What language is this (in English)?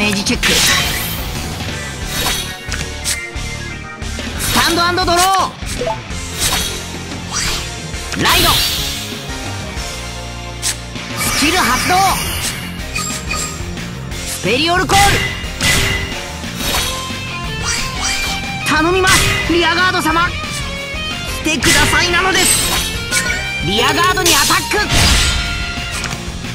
Japanese